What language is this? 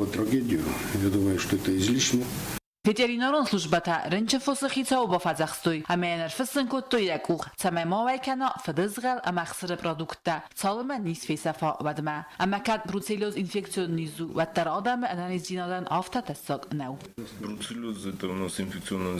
Ossetic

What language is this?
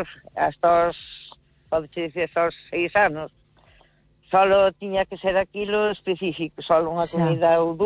Galician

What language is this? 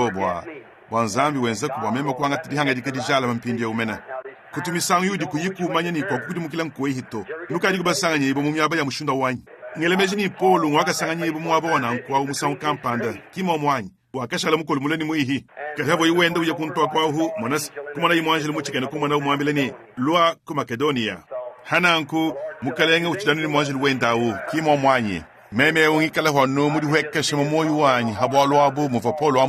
Luba-Lulua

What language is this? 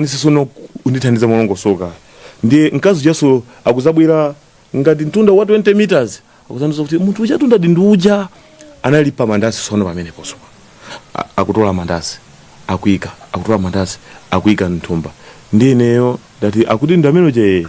Nyanja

